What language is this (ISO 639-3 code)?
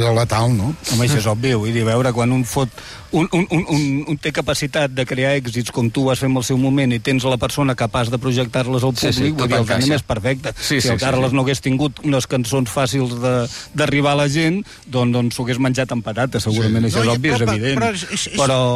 cat